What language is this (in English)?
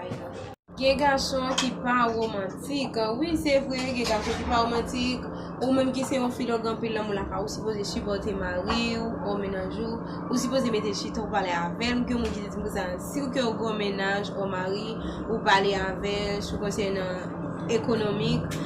Haitian Creole